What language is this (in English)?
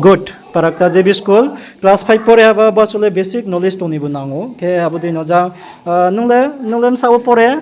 Riang (India)